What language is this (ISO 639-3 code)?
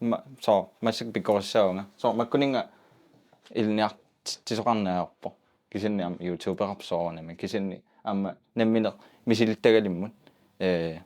kal